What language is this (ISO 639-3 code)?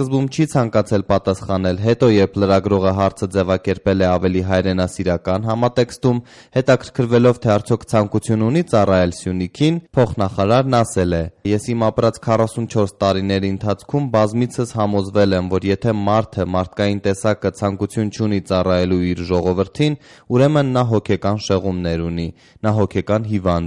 hye